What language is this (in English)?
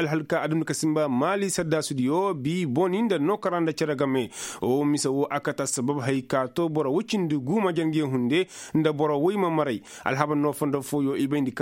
Koyraboro Senni